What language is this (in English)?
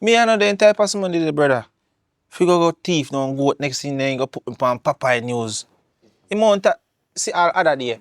Jamaican Creole English